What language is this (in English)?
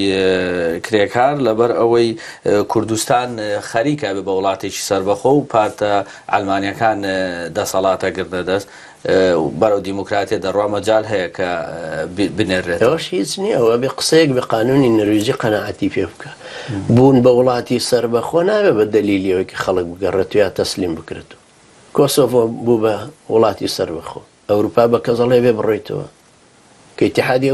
Central Kurdish